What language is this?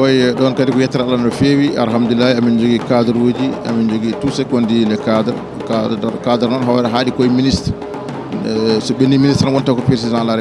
Fula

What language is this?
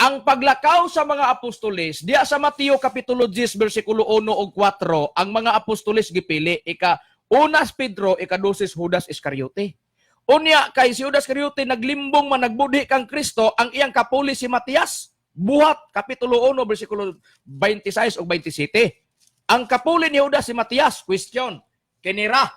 Cebuano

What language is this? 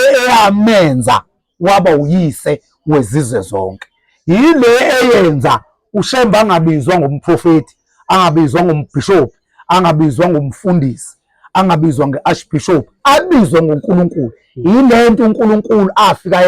Zulu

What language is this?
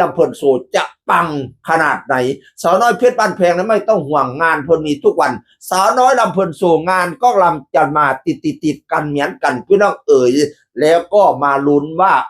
Northeastern Thai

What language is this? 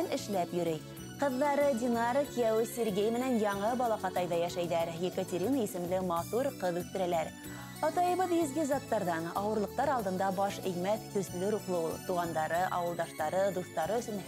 Bashkir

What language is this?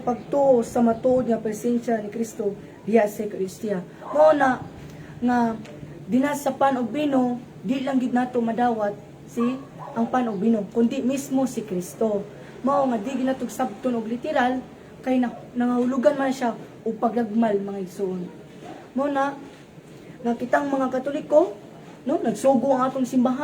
Cebuano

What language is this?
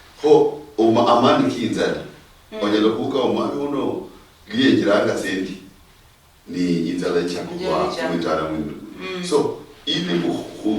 Luyia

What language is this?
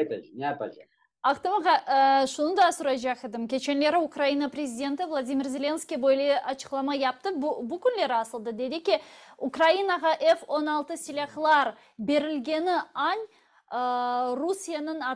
Crimean Tatar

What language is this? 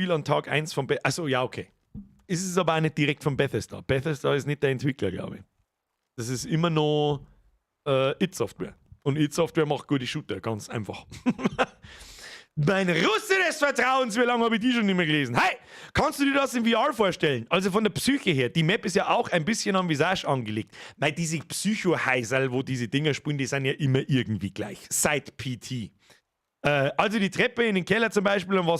Bavarian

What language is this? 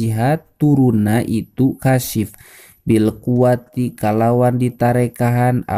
Sundanese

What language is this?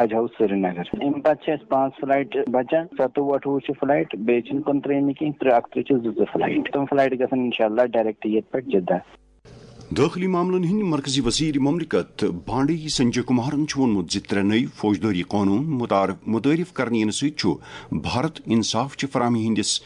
Kashmiri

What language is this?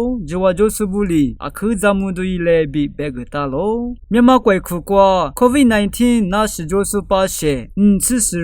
Lisu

